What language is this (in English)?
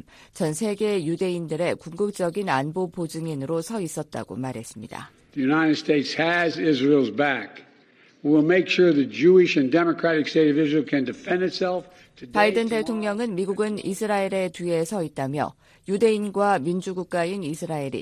Korean